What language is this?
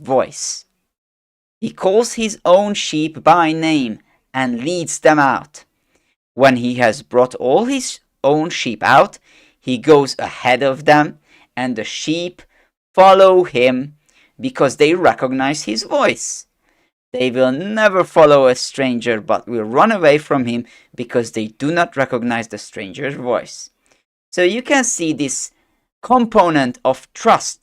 English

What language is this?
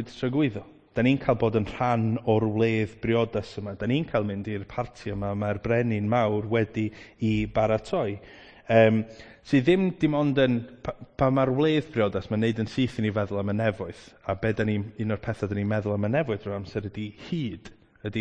Welsh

